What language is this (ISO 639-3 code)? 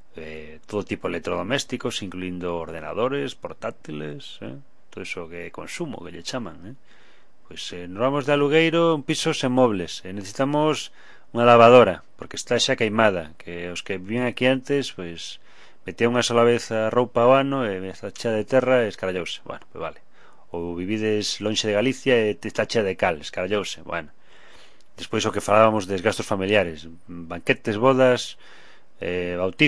glg